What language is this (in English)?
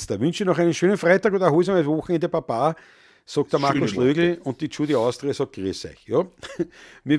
Bavarian